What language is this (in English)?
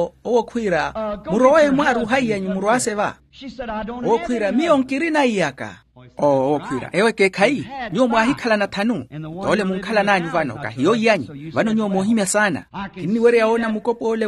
Makhuwa